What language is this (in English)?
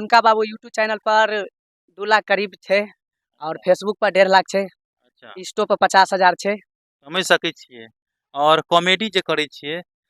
Maithili